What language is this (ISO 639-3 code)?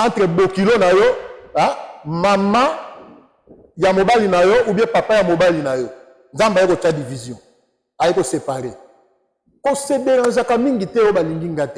lin